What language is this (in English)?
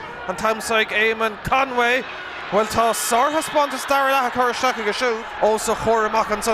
Irish